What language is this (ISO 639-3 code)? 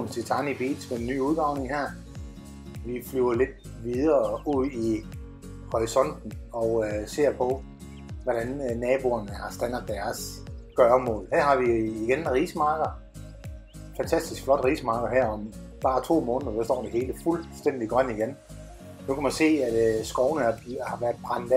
dan